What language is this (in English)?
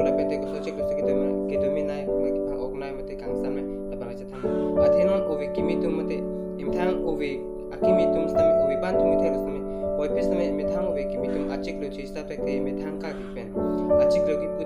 Karbi